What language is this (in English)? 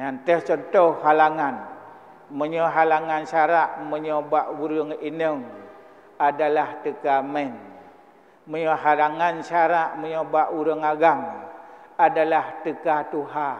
Achinese